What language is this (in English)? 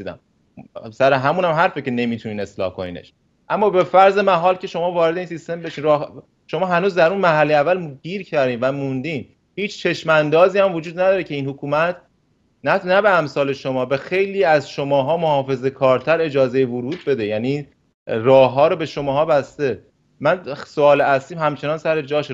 Persian